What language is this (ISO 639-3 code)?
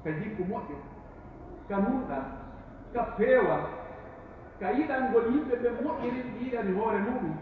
fuf